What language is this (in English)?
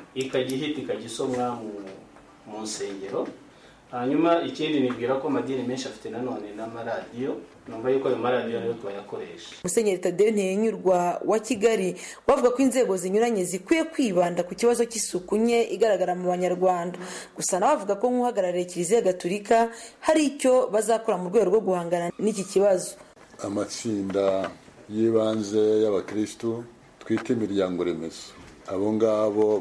Kinyarwanda